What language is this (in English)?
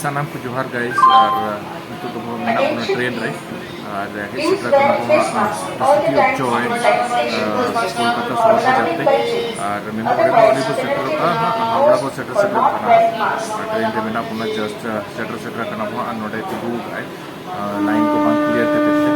Santali